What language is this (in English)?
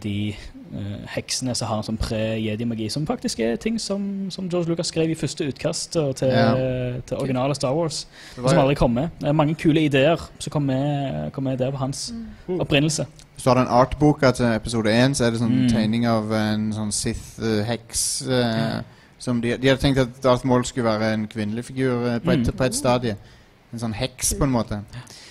Norwegian